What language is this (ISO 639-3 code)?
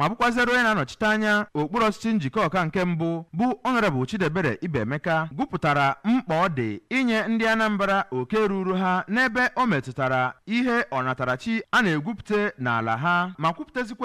ibo